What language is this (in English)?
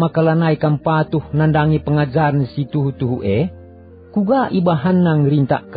Batak Karo